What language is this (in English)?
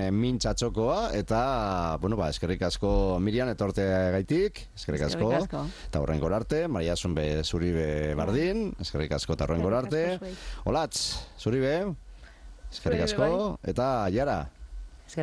Basque